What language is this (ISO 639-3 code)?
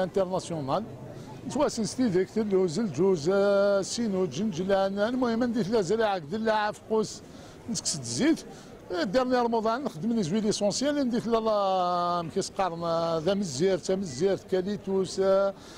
kab